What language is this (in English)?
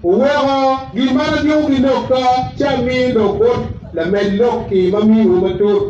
Acoli